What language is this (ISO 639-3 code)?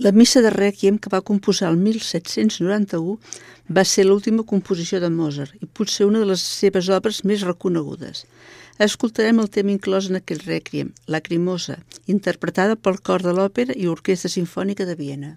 cat